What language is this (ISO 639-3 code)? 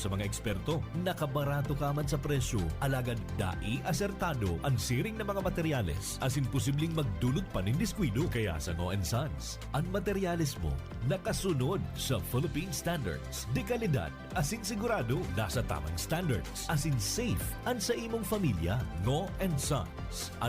bik